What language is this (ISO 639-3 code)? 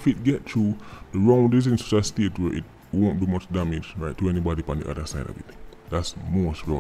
jam